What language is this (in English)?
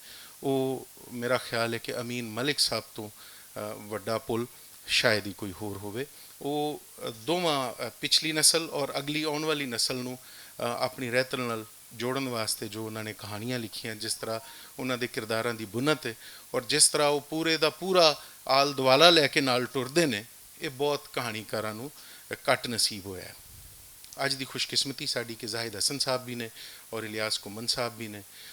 Western Panjabi